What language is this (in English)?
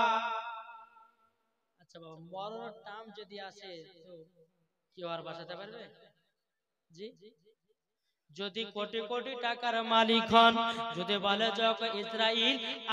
Bangla